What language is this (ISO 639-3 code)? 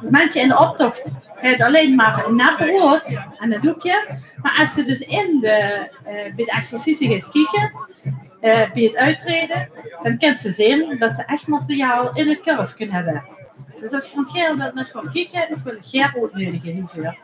lim